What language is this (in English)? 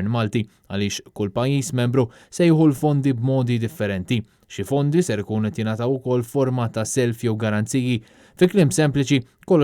Maltese